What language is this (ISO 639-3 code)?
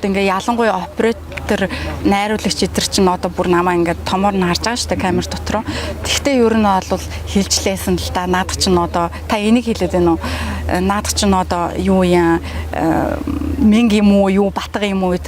mon